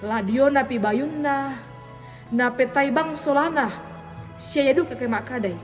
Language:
Toraja-Sa'dan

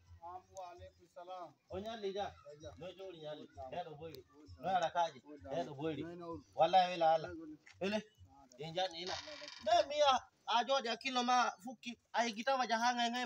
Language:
Fula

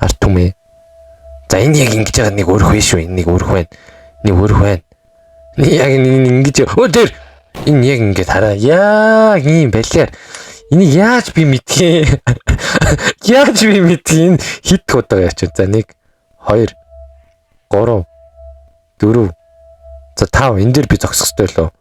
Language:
Mongolian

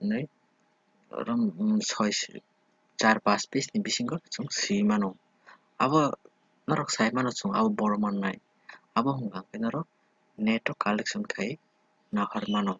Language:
Kok Borok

